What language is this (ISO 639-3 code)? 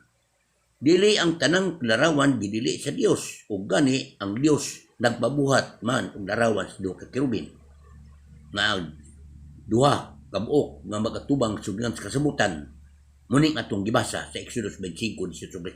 ceb